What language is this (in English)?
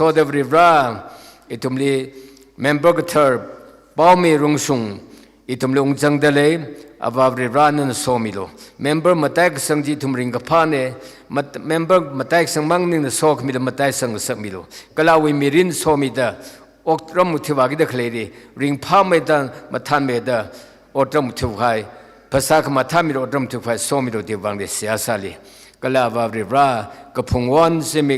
Tangkhul Naga (India)